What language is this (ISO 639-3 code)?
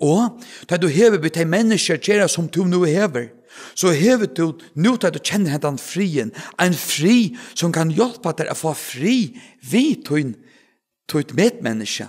fao